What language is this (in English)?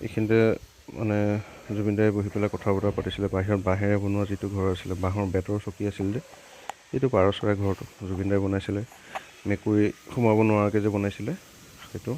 Assamese